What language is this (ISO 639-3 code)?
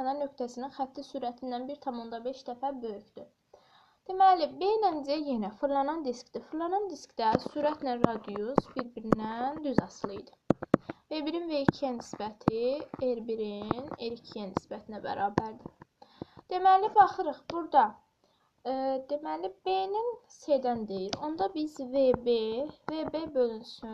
aze